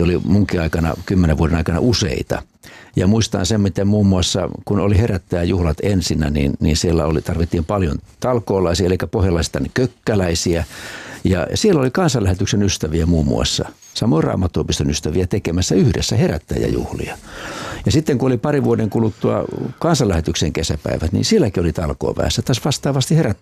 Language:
Finnish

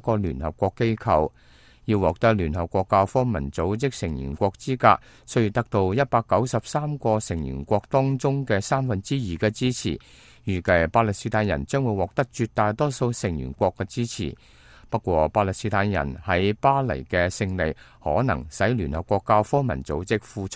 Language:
Cantonese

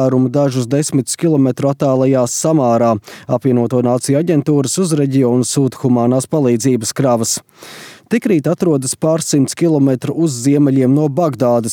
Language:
Latvian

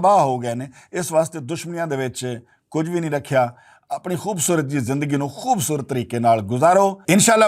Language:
Western Panjabi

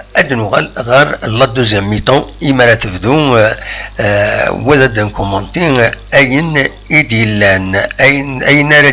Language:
Kabyle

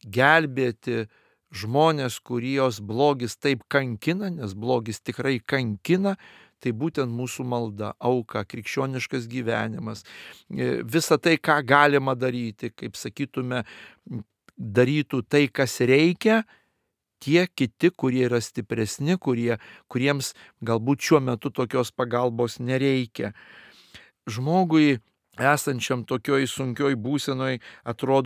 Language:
Lithuanian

